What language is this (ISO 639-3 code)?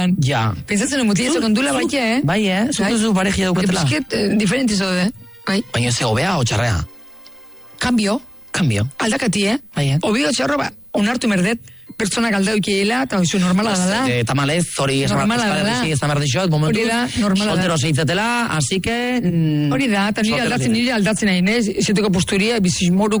eus